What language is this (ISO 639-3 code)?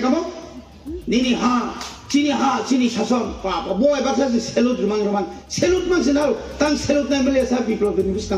trp